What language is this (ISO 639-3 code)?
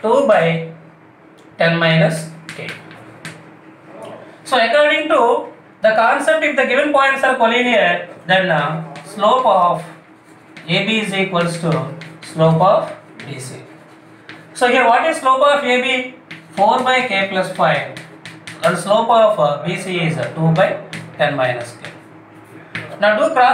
eng